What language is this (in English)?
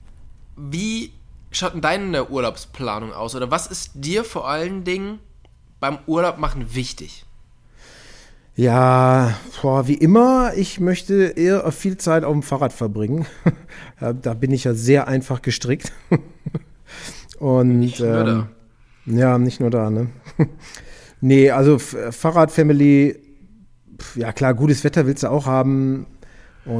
German